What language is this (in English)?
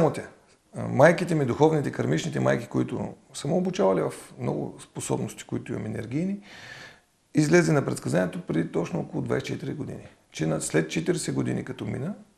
Bulgarian